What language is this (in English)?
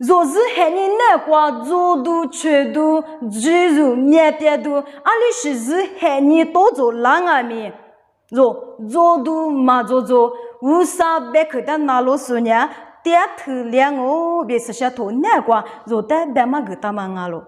Lisu